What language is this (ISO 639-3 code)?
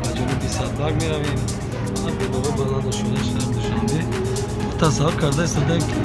tgk